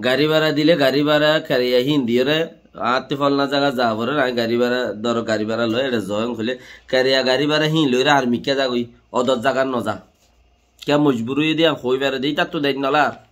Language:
Rohingya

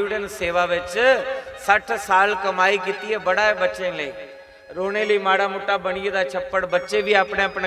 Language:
Dogri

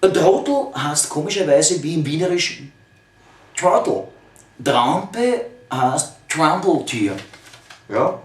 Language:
Bavarian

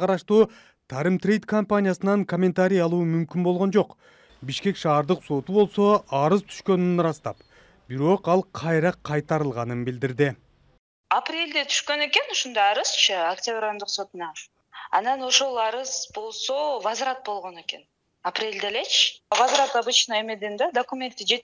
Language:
Kyrgyz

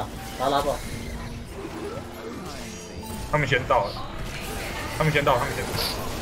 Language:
Chinese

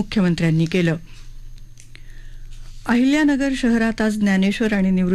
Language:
Marathi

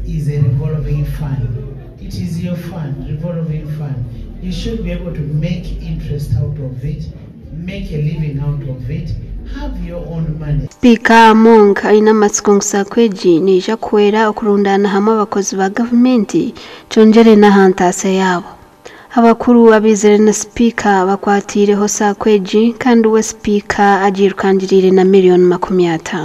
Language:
Nyankole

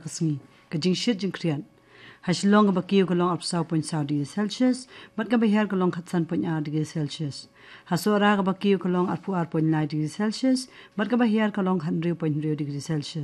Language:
Khasi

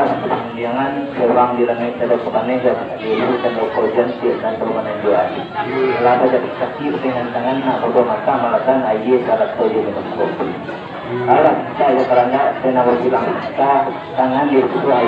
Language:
Minangkabau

